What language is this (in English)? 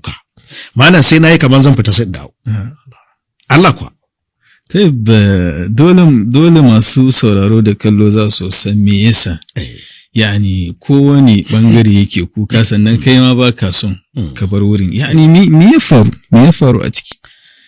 Hausa